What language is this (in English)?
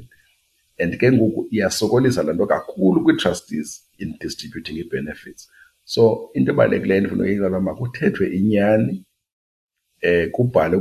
Xhosa